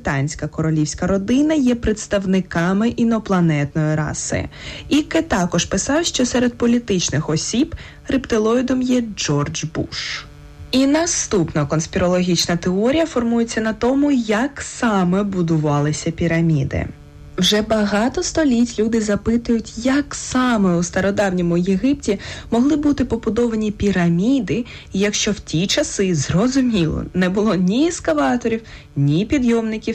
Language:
Ukrainian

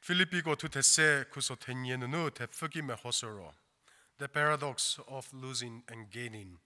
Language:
Angami Naga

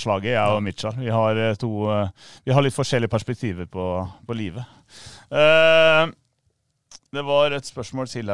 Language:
Norwegian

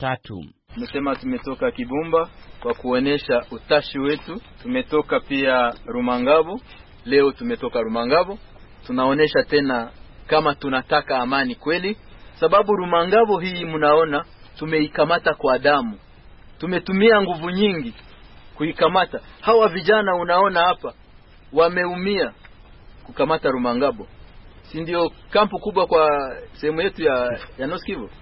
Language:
Swahili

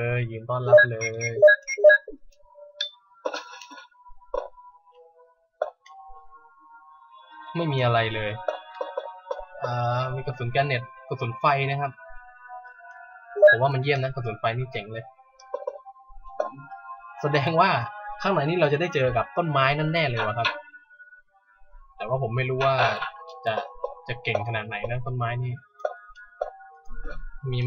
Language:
Thai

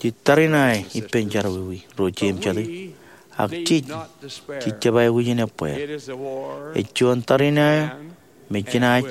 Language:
Marshallese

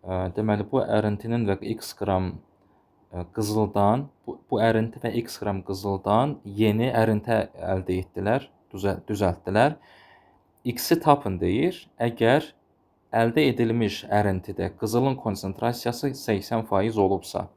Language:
Azerbaijani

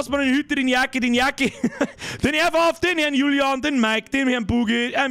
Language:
Bavarian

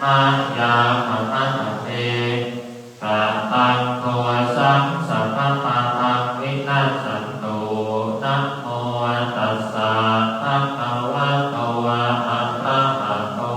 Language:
Pali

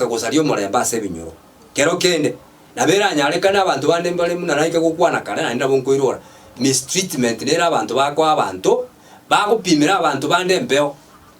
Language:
Gusii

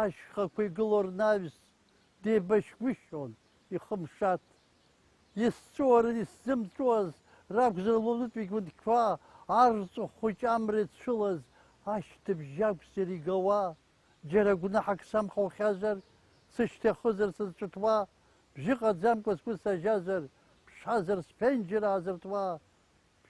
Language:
Abkhazian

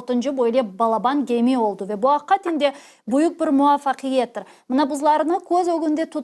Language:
Crimean Tatar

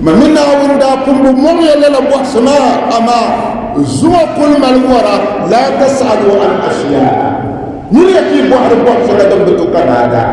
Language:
Dagbani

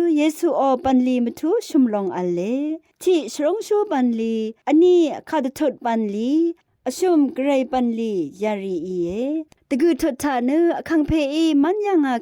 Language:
Rawang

